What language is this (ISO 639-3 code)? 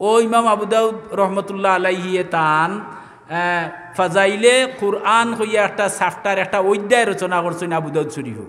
syl